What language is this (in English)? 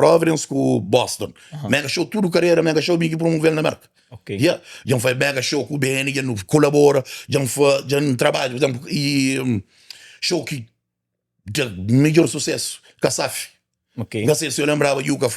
Kabuverdianu